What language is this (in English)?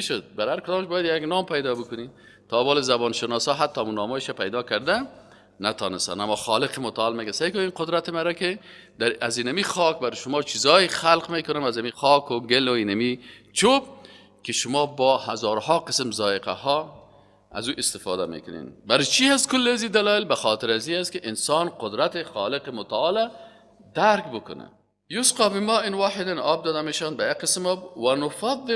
Persian